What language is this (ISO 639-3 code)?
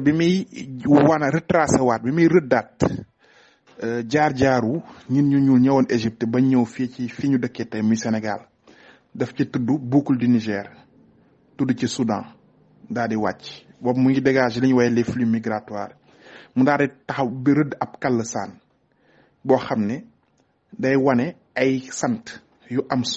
wol